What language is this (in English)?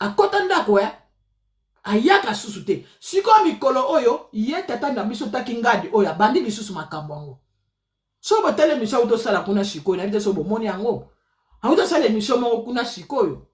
Lingala